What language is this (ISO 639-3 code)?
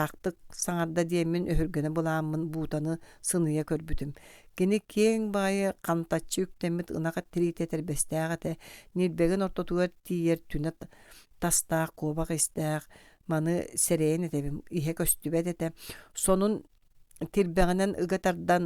sah